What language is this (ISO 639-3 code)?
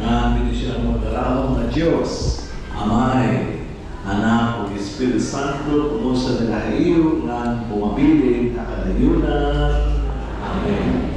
war